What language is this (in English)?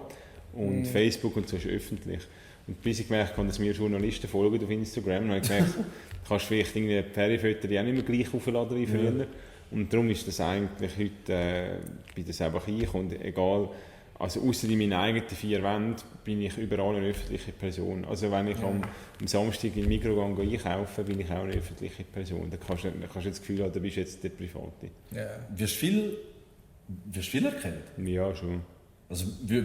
Swiss German